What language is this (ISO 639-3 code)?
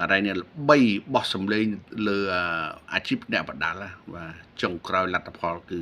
khm